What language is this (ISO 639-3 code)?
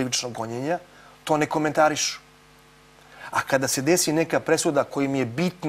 srp